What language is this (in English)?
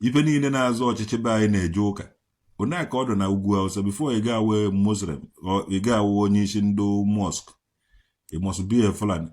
Igbo